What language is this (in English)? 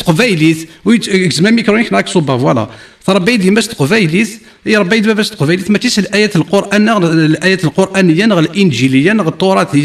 Kabyle